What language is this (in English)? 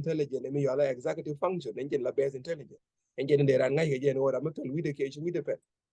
Nuer